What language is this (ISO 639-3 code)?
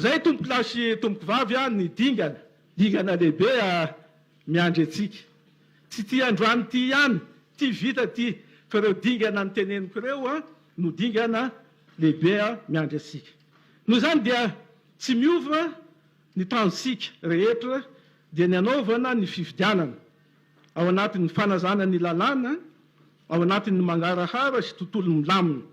mlg